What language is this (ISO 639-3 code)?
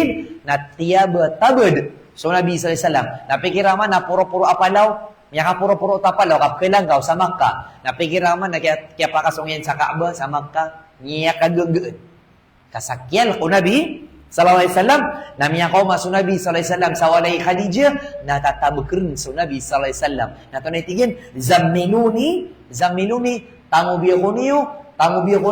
mrw